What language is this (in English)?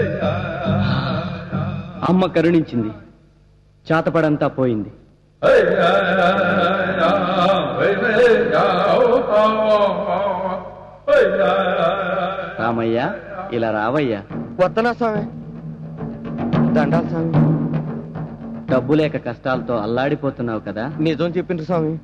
Telugu